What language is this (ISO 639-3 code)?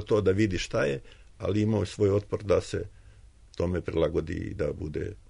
srp